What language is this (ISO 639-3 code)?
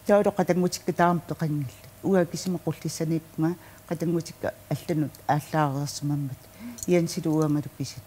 kal